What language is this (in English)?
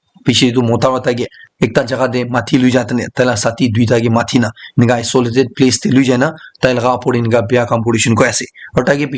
Naga Pidgin